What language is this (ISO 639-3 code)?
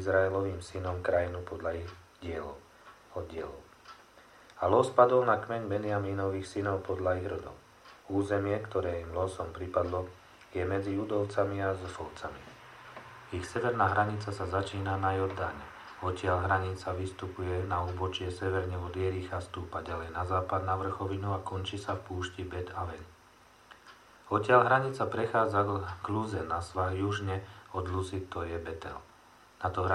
slk